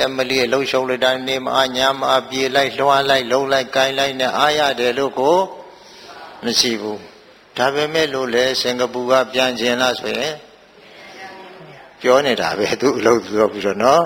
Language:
Burmese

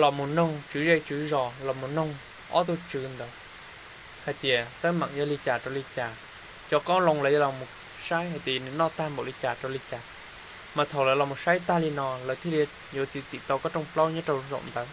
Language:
Hmong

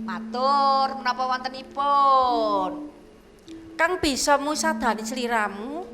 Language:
Javanese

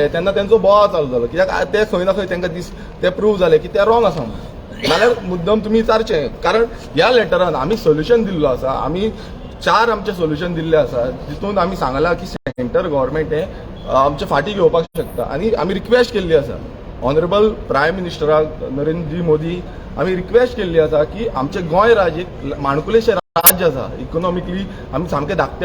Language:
Konkani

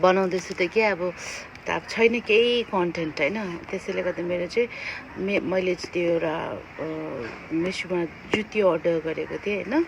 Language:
Nepali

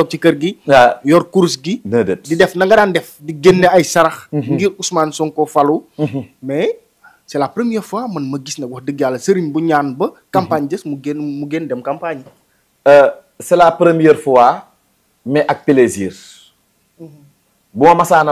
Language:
Wolof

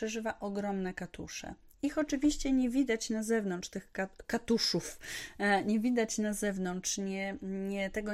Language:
Polish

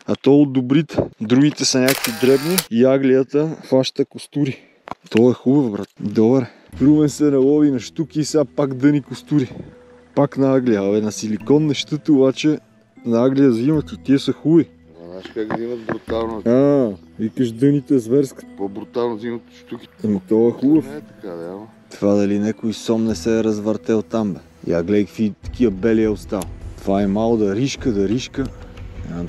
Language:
Bulgarian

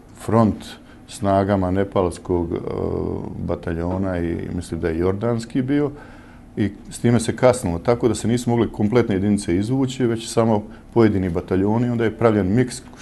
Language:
Bosnian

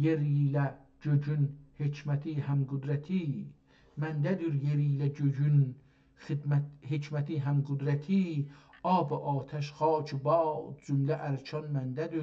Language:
South Azerbaijani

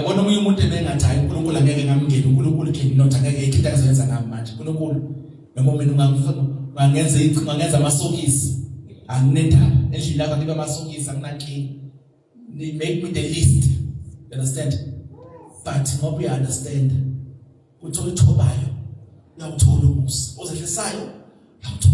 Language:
Zulu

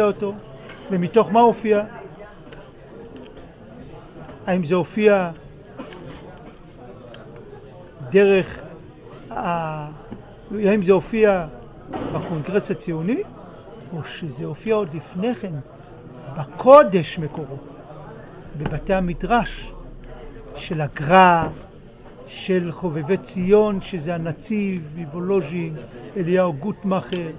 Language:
Hebrew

